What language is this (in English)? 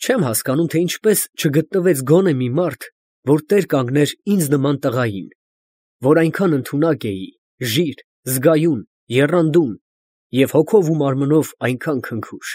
Armenian